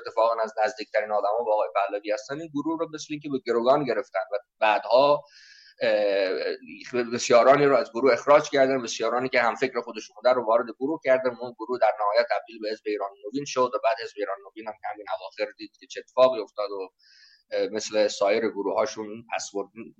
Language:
Persian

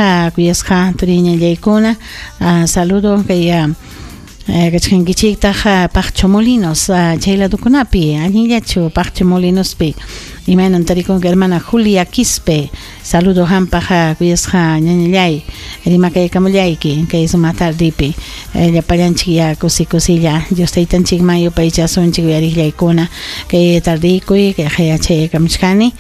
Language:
Ayacucho Quechua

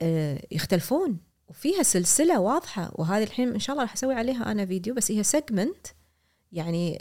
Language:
Gulf Arabic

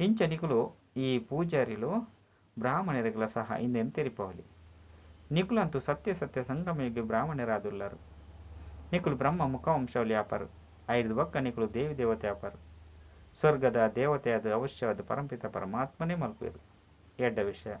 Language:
Tulu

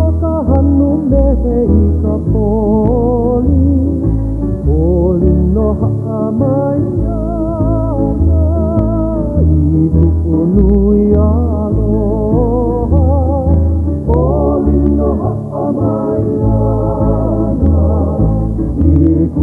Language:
Hawaiian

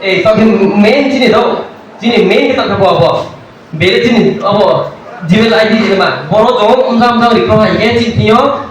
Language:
Riang (India)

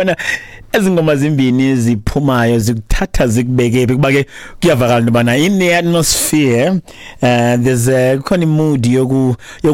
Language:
Xhosa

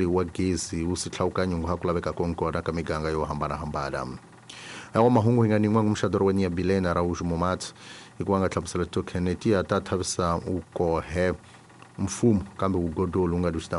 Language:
Tsonga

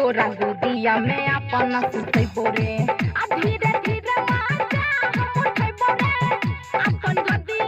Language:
Maithili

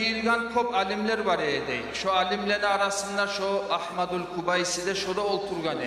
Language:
Kumyk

